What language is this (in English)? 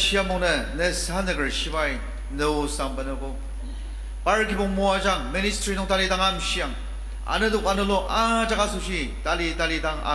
Ao Naga